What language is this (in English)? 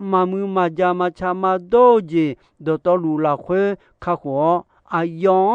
Akha